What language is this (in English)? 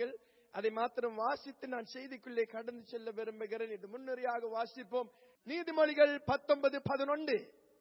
Tamil